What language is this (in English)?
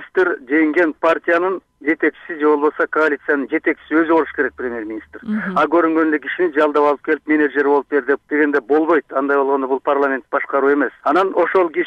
Kyrgyz